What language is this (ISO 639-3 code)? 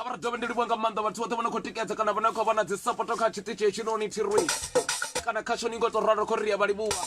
ven